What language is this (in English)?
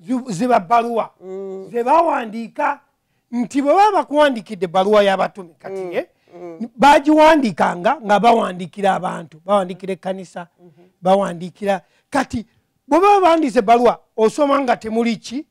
Ganda